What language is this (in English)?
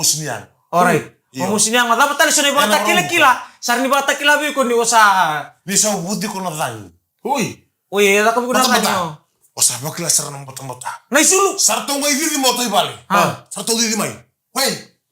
Fijian